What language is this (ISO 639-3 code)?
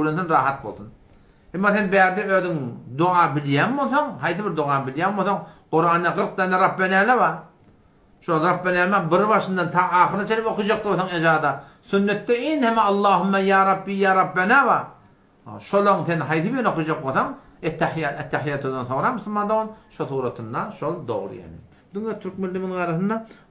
tuk